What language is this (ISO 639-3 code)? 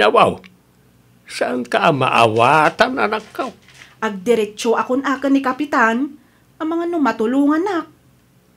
ilo